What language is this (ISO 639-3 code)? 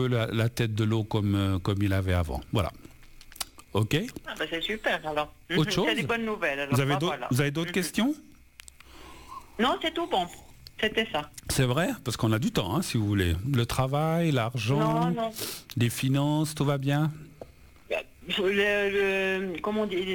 fra